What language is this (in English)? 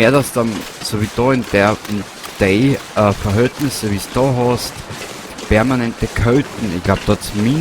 Bavarian